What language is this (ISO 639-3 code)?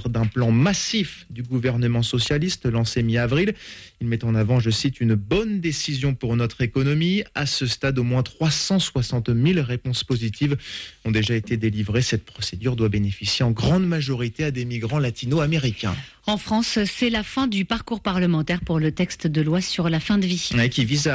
fra